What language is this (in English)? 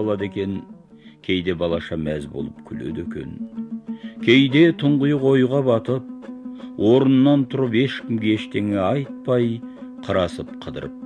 Kazakh